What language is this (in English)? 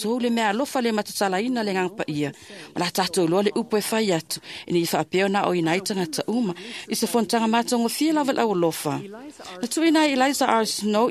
Samoan